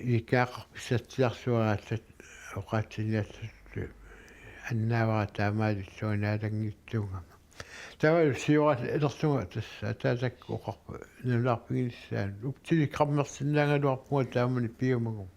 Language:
Kalaallisut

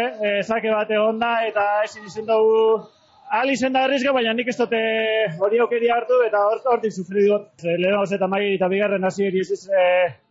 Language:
Basque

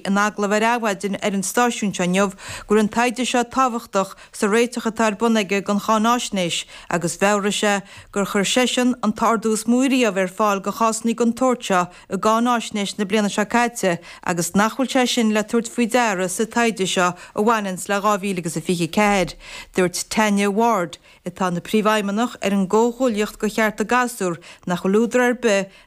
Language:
Irish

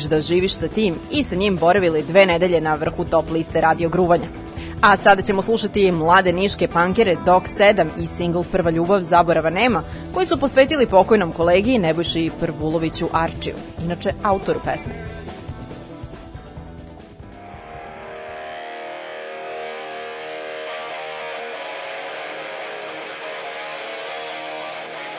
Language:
Serbian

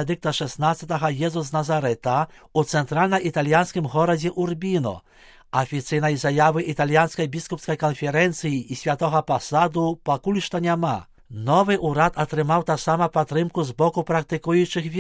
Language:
Belarusian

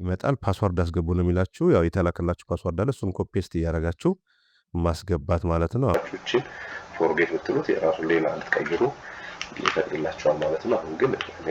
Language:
Amharic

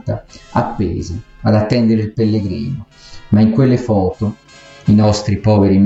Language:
Italian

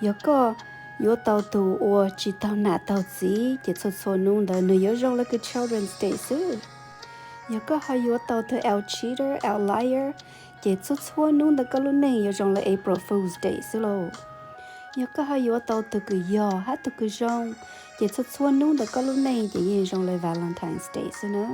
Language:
Hmong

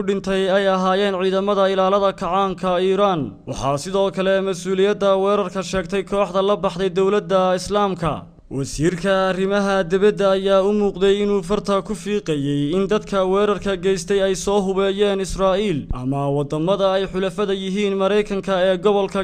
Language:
Somali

